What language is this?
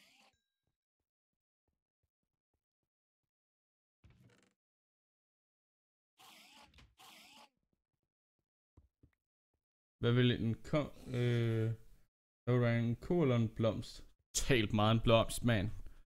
Danish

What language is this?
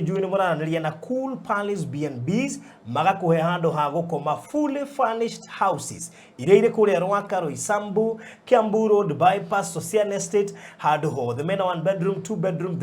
Kikuyu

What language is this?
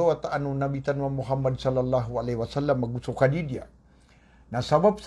Maranao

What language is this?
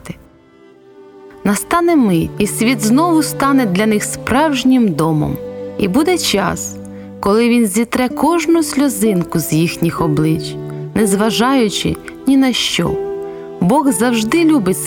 Ukrainian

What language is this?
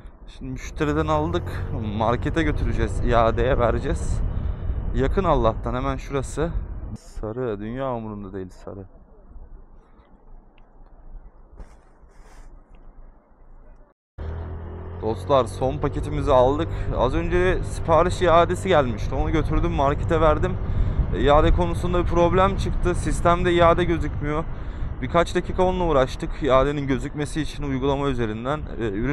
Turkish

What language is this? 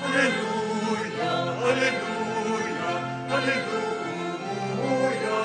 Pampanga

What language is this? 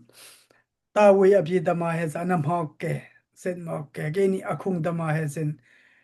Dimasa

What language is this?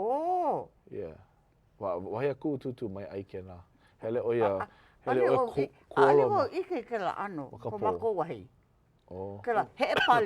Hawaiian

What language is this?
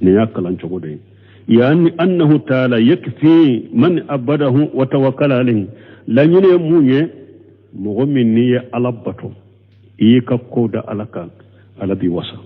Bambara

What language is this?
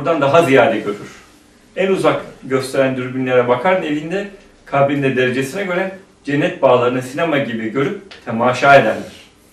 Turkish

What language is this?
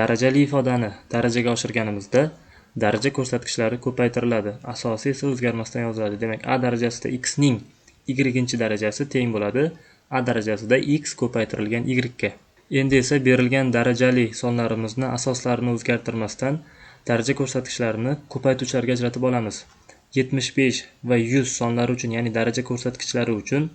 Uzbek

